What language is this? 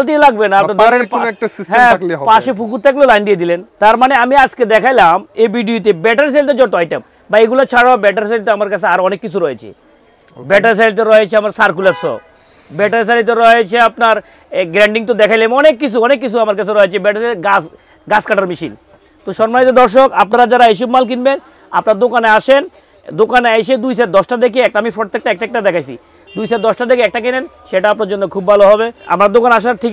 Bangla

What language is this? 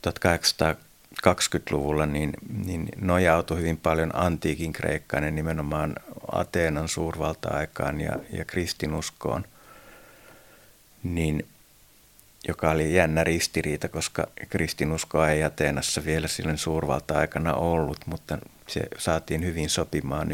Finnish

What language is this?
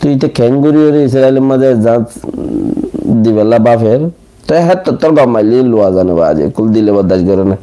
Rohingya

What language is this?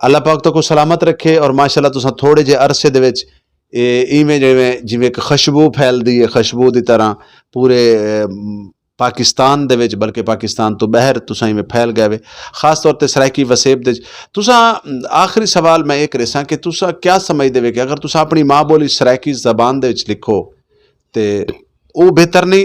Saraiki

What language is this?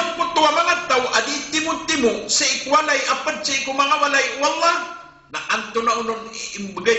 Maranao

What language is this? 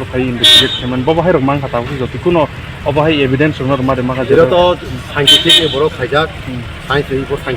Kok Borok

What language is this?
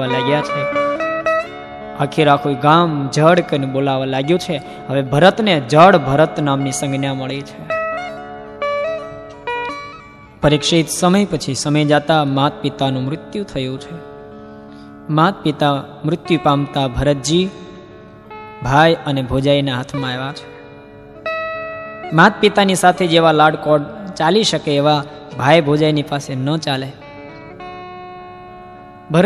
Gujarati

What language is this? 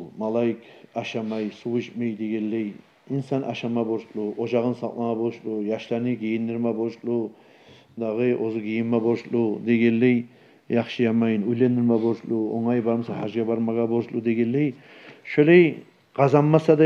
Kumyk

